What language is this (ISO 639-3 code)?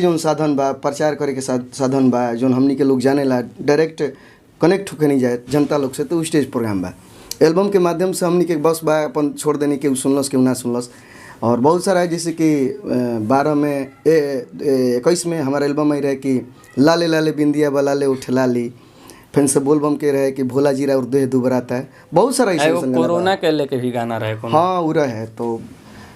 bho